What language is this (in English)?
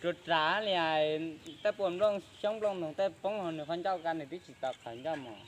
Hmong